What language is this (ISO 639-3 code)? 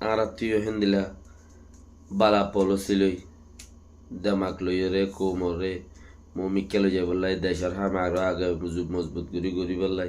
rhg